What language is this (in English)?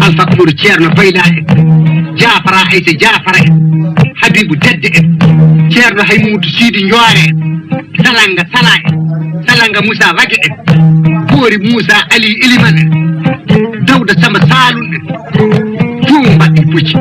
Fula